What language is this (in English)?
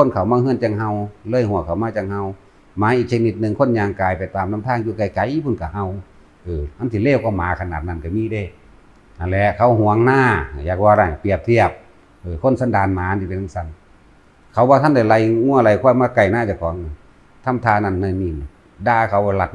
Northeastern Thai